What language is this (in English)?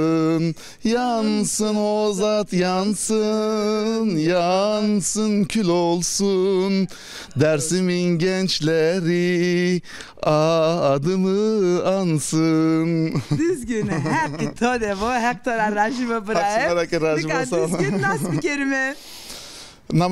Zaza